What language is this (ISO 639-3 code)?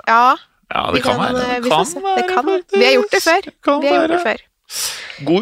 nor